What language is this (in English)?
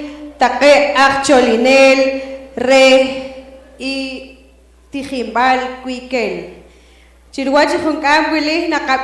Poqomchi'